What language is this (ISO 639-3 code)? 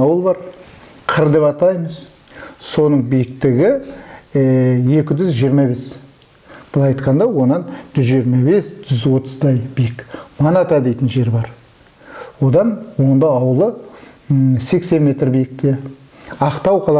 kaz